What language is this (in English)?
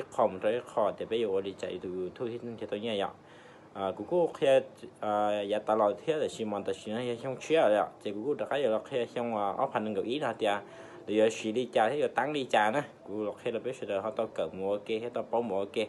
Hmong